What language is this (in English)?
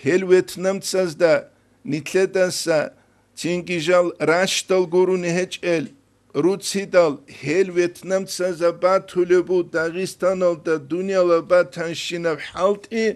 Avaric